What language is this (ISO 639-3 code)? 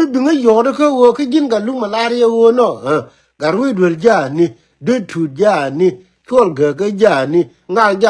nus